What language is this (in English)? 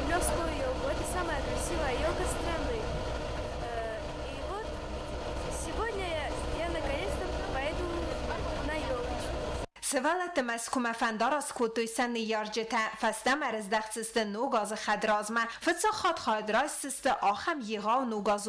Ossetic